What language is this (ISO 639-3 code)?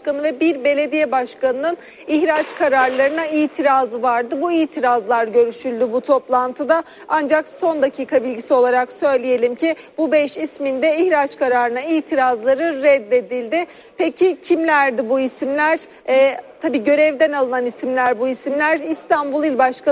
tur